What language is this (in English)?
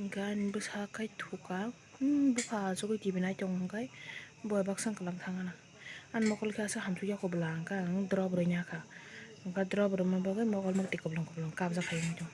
Kok Borok